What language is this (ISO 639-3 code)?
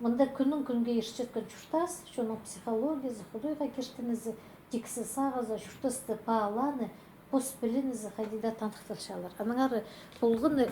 kjh